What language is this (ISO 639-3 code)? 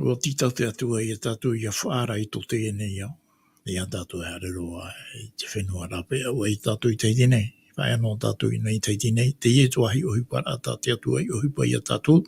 tah